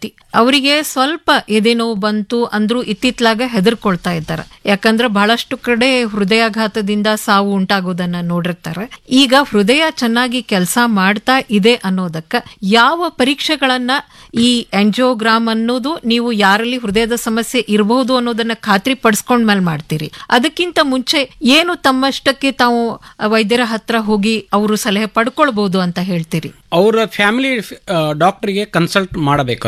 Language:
Kannada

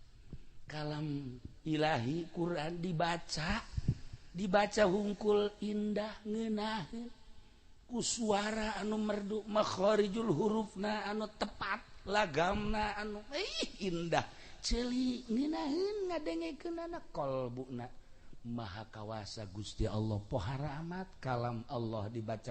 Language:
Sundanese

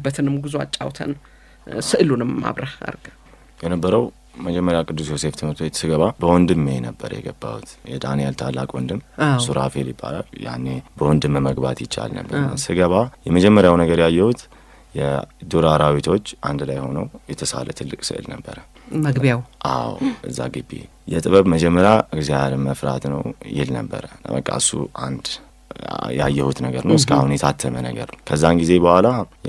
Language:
Amharic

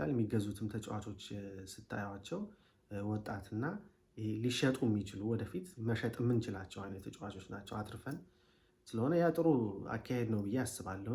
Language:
Amharic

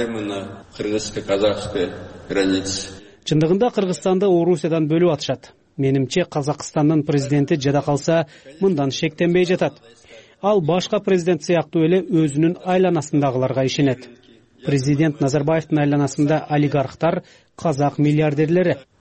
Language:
Kyrgyz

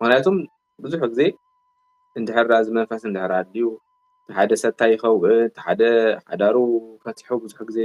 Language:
Tigrinya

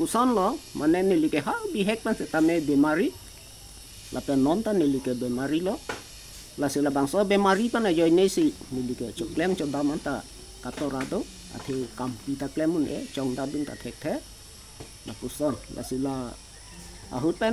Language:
Karbi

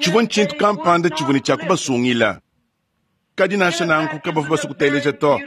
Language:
Luba-Lulua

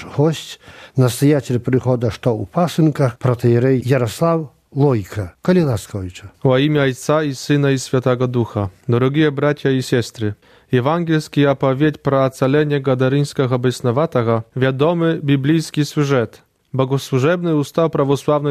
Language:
Belarusian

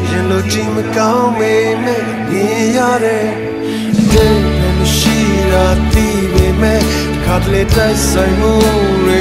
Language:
Burmese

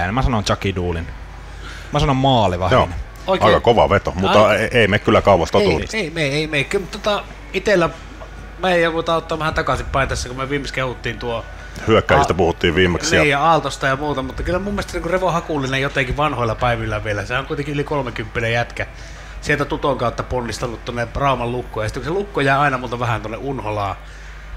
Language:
Finnish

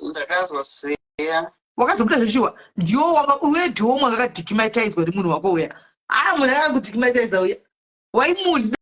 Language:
Shona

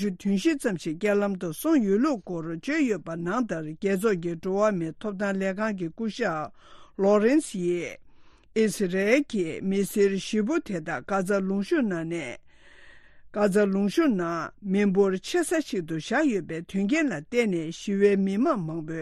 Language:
Tibetan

